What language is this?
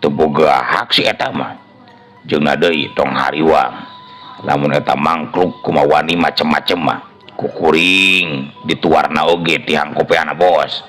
Sundanese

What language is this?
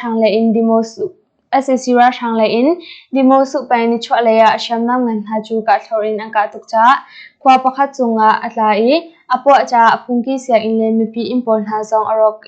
Hakha Chin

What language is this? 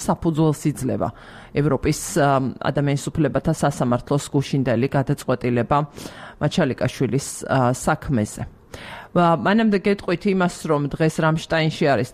Georgian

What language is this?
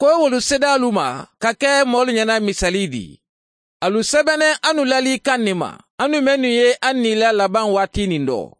Mandingo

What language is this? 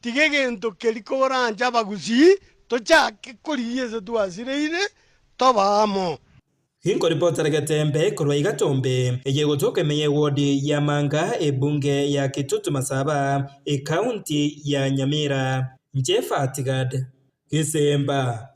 Gusii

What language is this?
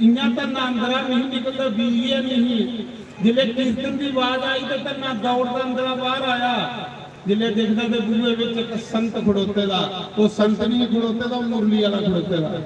Dogri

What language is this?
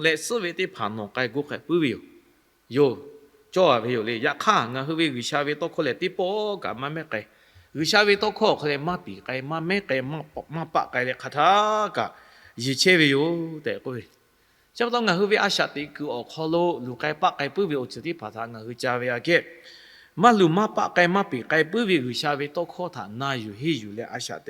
Lahu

